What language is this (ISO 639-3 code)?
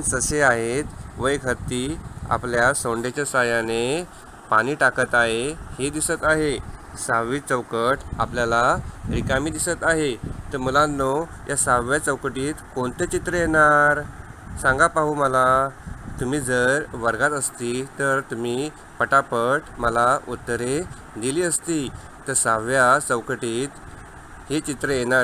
mar